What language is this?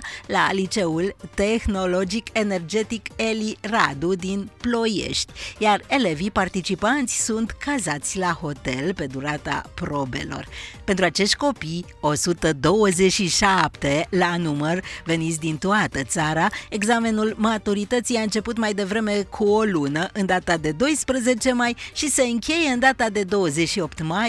Romanian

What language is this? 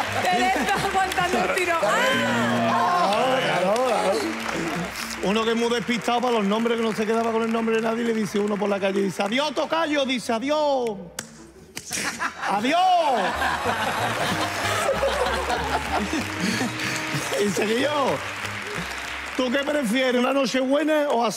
Spanish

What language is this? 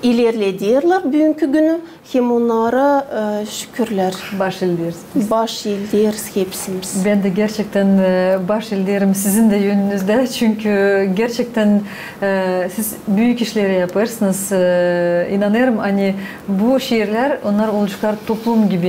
Gagauz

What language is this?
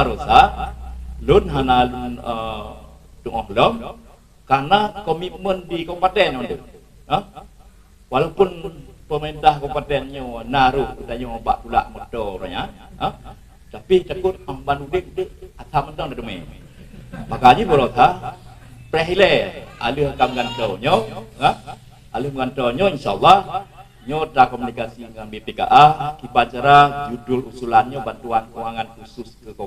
Achinese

